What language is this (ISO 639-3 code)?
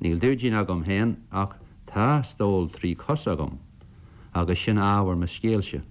gle